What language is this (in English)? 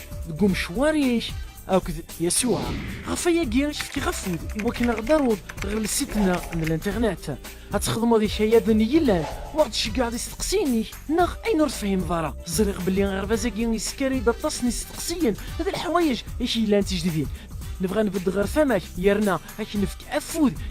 Kabyle